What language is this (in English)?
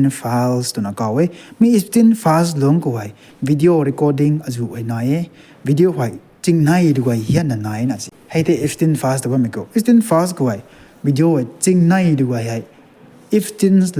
Rongmei Naga